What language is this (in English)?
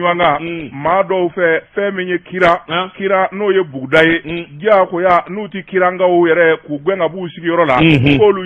Bambara